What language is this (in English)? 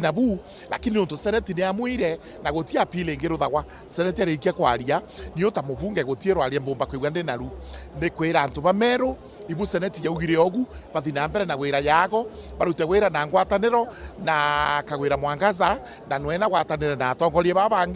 Meru